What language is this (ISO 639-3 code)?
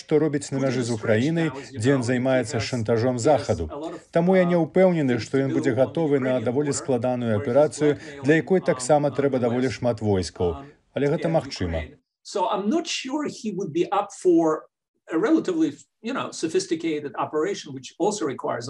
bel